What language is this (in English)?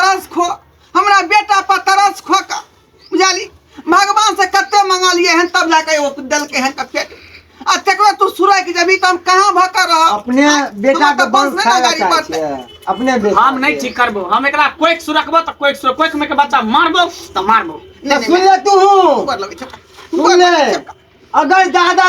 Maithili